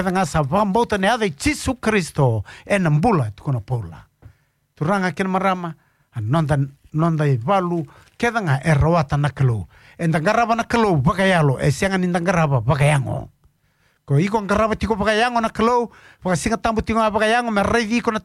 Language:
Fijian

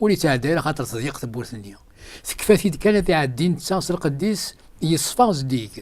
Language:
Kabyle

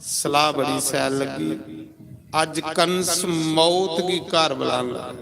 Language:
Dogri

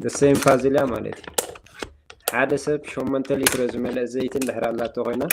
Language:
Tigrinya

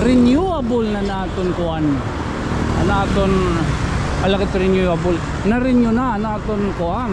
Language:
Waray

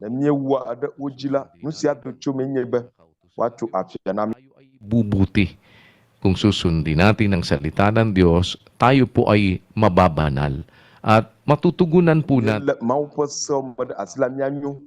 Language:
Ewe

